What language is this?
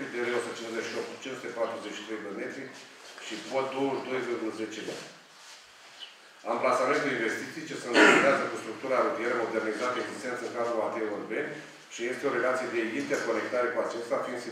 Romanian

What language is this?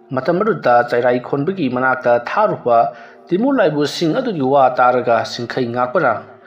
Manipuri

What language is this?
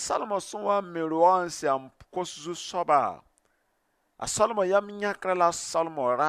Mossi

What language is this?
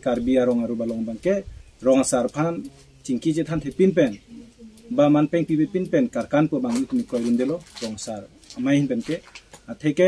Karbi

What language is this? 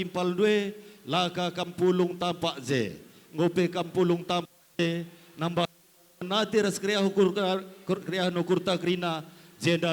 Batak Karo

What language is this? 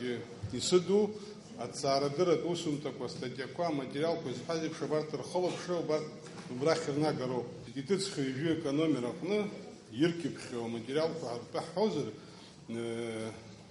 Abkhazian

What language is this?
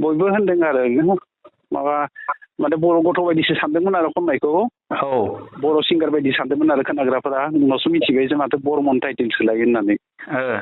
Bodo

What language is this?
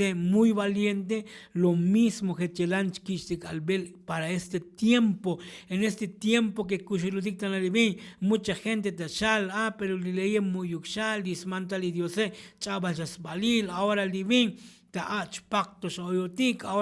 Tzotzil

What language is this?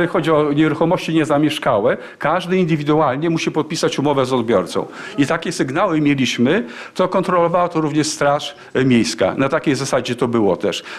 Polish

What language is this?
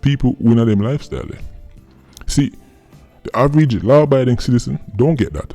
Jamaican Creole English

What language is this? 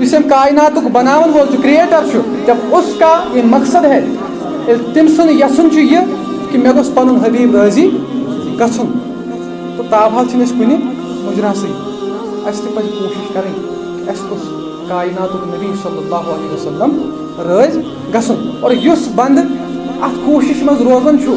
Kashmiri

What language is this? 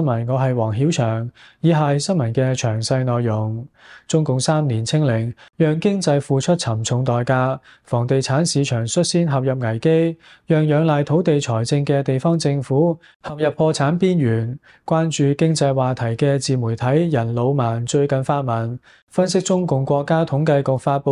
Cantonese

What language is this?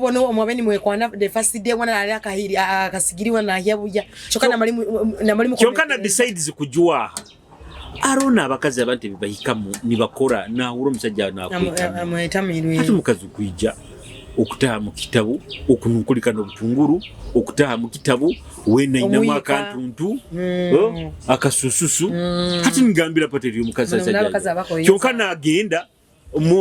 Nyoro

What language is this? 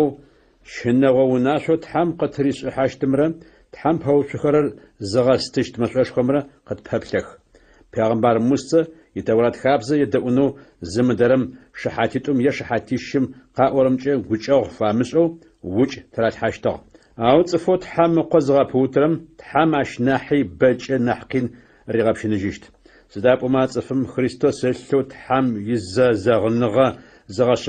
Adyghe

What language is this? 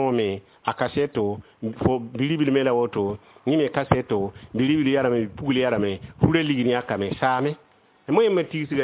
Mossi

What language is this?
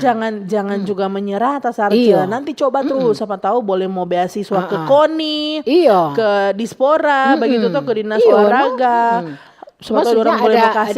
Manado Malay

